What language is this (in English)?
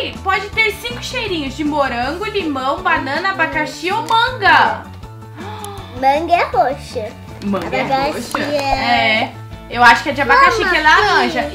Portuguese